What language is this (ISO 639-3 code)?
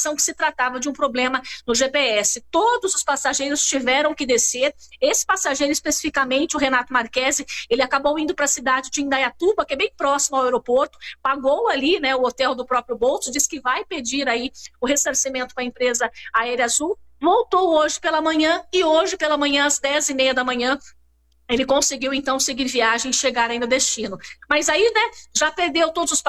por